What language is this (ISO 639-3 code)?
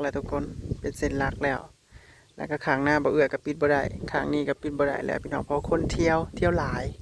tts